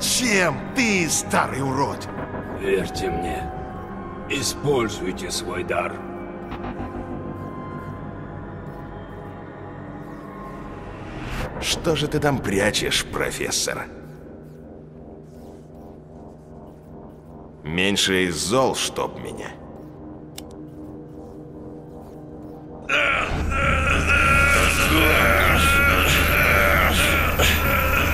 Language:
Russian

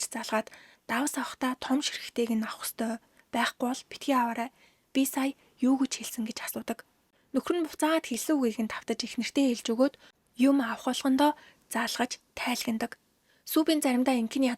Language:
Mongolian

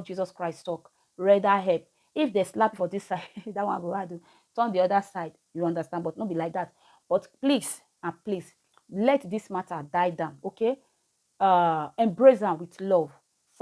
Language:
Nigerian Pidgin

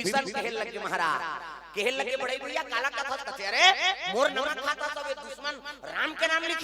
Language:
Chhattisgarhi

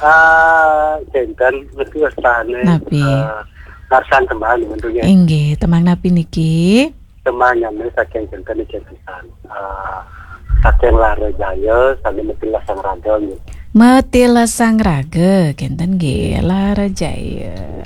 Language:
Balinese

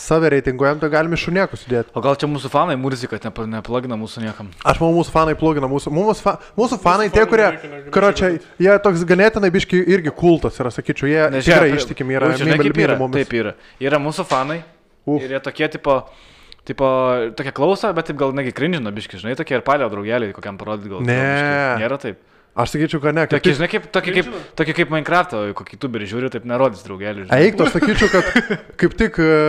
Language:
Lithuanian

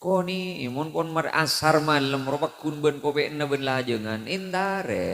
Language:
Madurese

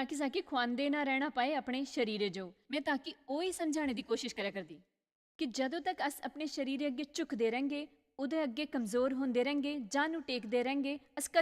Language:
Dogri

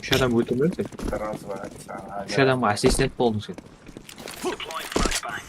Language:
Kara-Kalpak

